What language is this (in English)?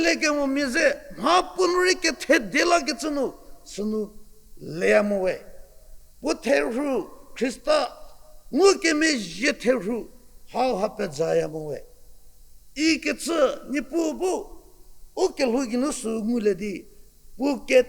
Angami Naga